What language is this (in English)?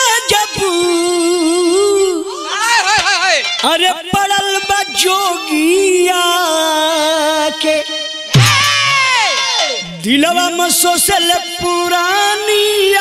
Bhojpuri